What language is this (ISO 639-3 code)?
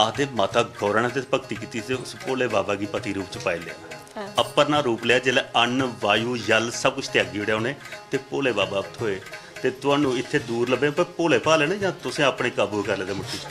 doi